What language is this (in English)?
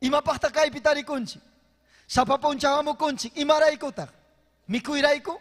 Ayacucho Quechua